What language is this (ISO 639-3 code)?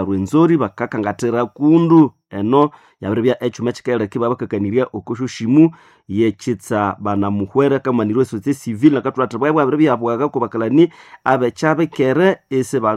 nnb